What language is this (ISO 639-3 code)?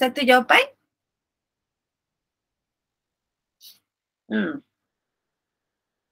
msa